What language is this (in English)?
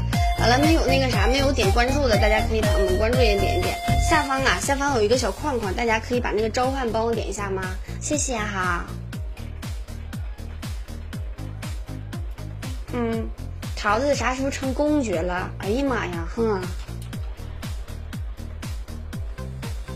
Chinese